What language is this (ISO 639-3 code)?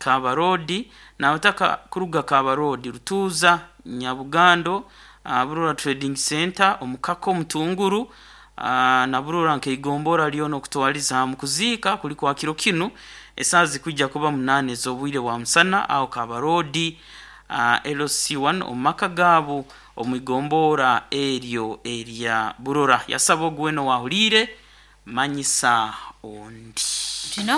nyo